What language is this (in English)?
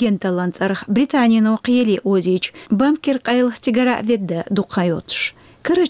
Chechen